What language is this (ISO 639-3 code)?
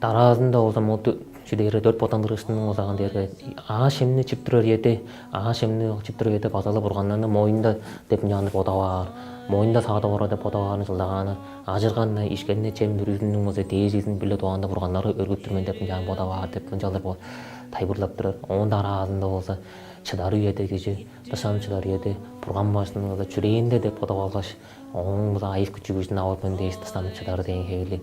tyv